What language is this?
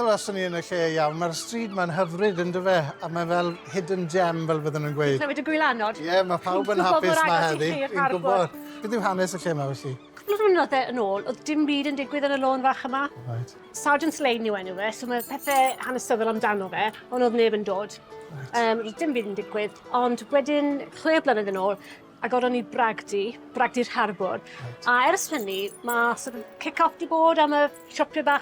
Welsh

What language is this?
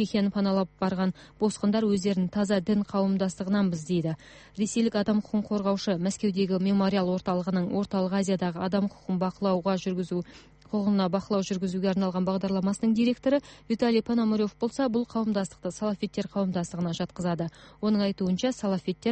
Kazakh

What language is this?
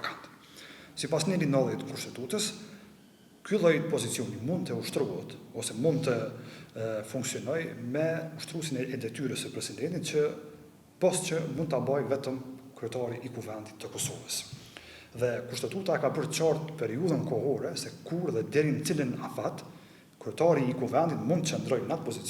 Albanian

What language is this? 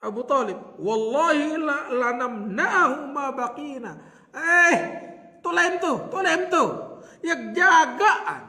Sasak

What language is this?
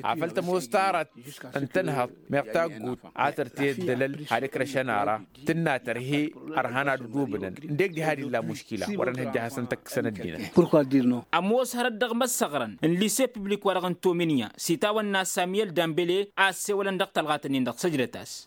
Tamasheq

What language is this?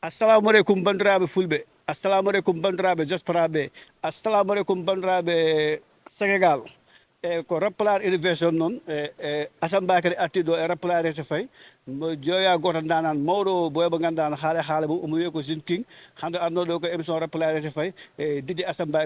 Fula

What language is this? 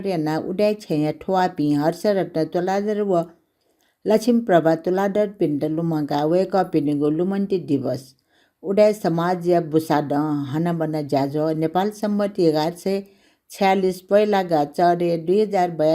Newari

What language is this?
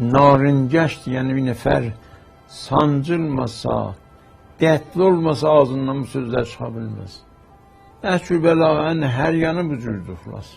South Azerbaijani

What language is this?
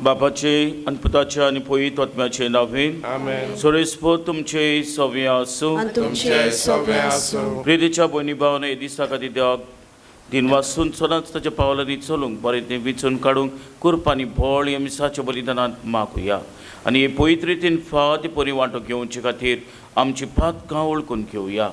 Konkani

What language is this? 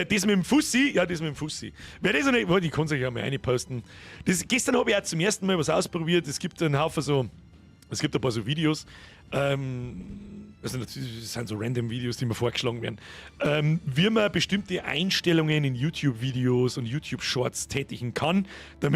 Bavarian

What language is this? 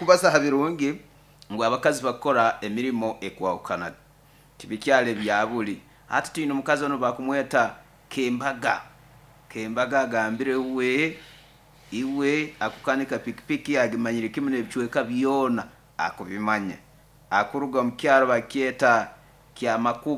Nyoro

